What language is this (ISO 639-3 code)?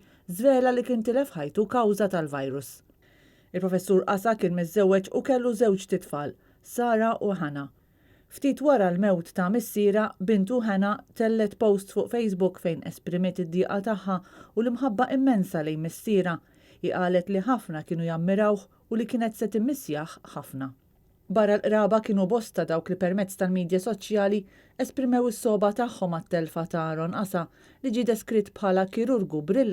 mlt